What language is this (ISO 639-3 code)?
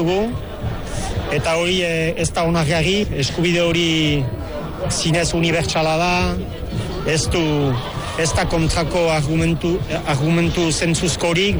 eus